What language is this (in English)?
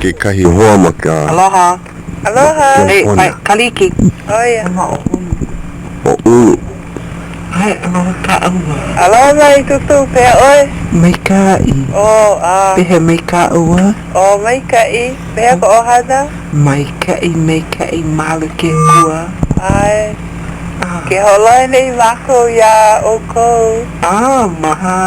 Hawaiian